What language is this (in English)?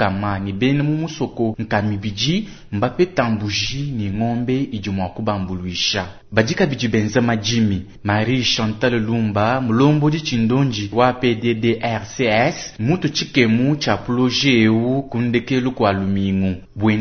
Luba-Lulua